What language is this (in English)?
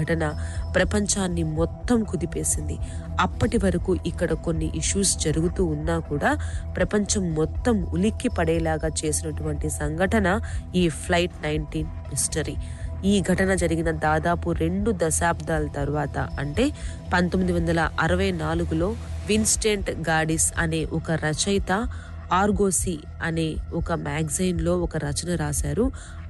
Telugu